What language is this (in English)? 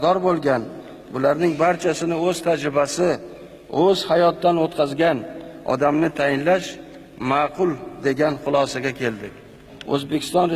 Uzbek